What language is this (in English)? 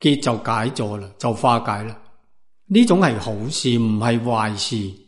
Cantonese